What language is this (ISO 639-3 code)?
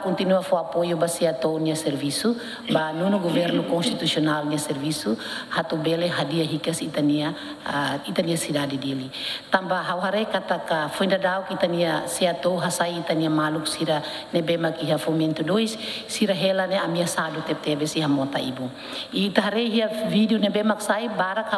tet